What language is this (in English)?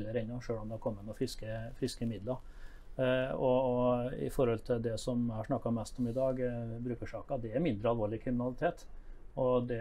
Norwegian